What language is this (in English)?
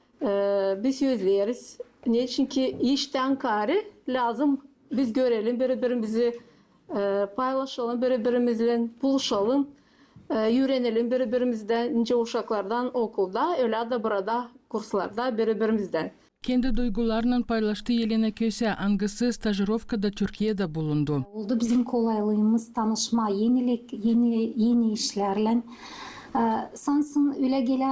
Gagauz